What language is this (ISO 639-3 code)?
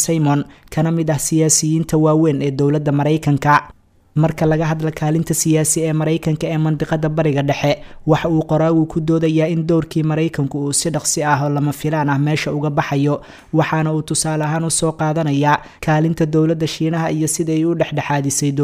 som